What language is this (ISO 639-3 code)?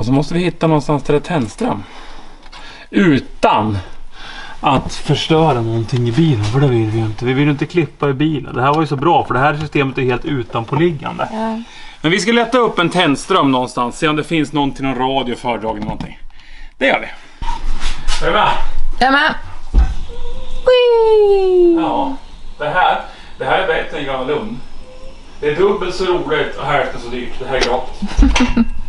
swe